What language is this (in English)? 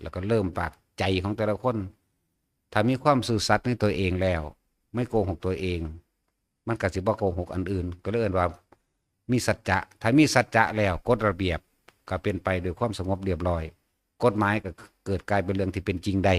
Northeastern Thai